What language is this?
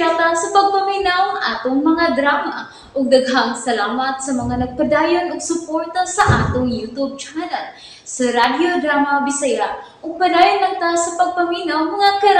Cebuano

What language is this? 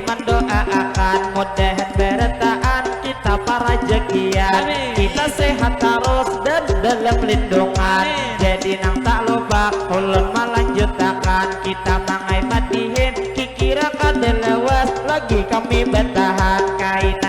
Banjar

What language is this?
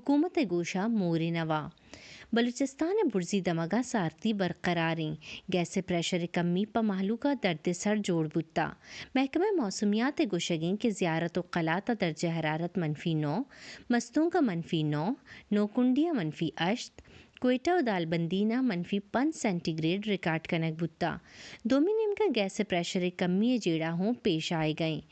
Baluchi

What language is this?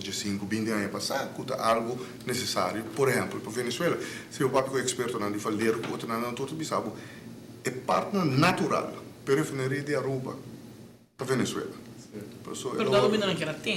Papiamento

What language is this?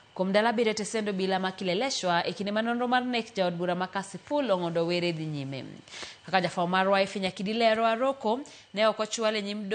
Luo (Kenya and Tanzania)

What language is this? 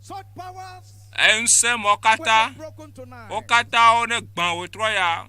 Ewe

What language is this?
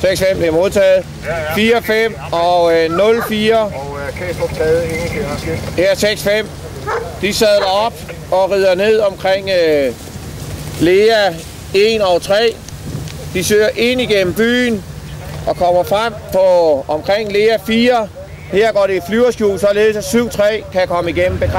Danish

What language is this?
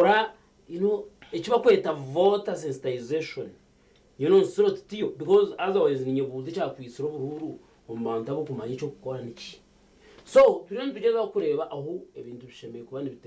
Nyankole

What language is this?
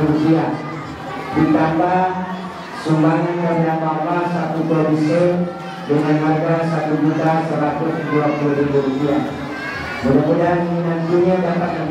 Indonesian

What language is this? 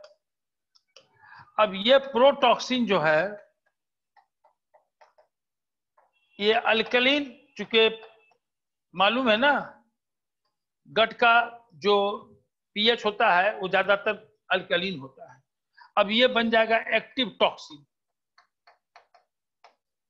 Hindi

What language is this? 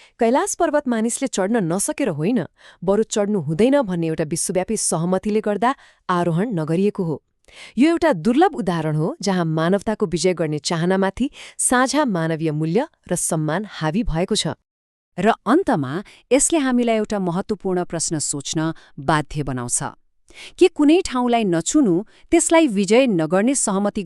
Nepali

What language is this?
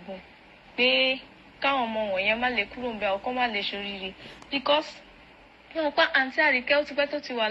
Yoruba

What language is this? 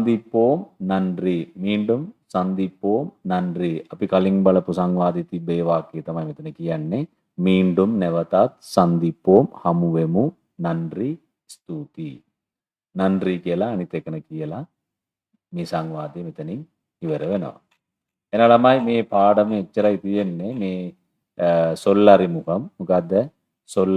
Sinhala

